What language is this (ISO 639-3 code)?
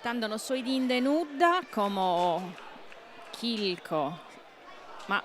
srd